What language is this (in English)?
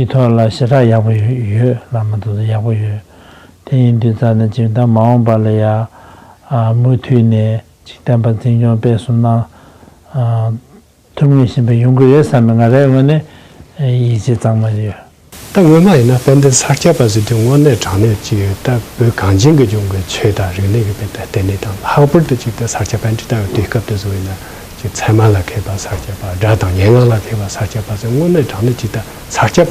Tibetan